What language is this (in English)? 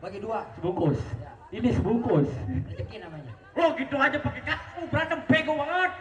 Betawi